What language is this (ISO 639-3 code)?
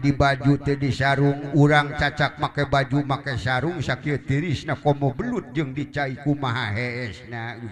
sun